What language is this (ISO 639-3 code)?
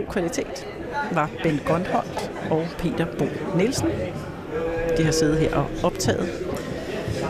dan